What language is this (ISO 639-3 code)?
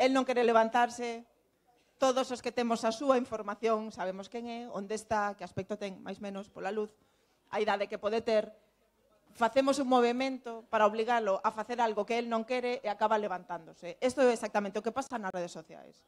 glg